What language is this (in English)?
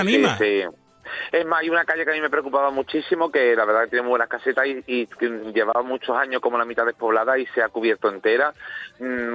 Spanish